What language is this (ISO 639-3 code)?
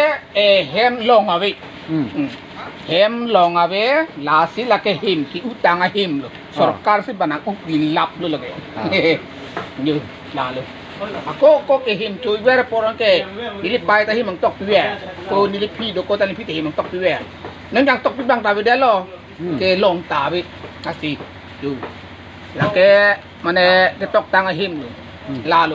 mjw